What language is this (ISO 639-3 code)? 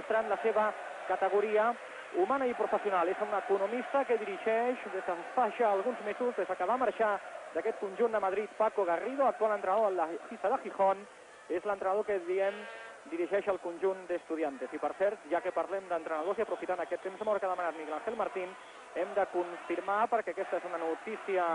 cat